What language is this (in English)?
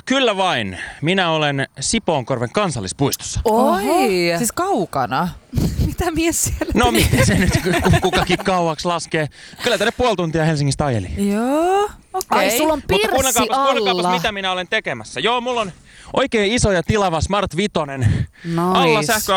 Finnish